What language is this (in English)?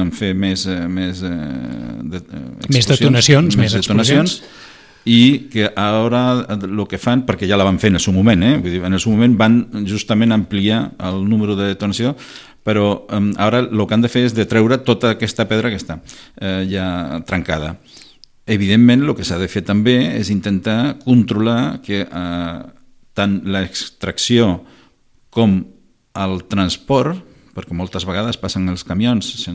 Catalan